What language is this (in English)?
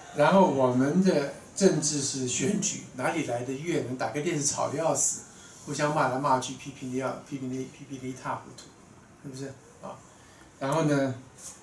Chinese